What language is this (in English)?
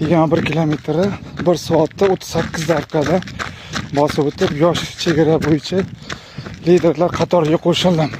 Uzbek